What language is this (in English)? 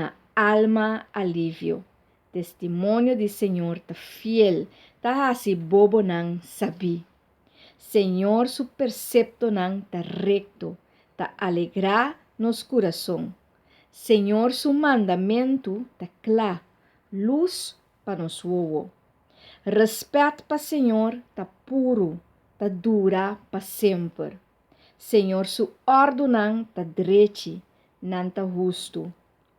Papiamento